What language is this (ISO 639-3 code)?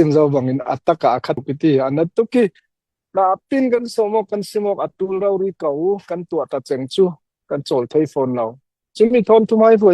cfm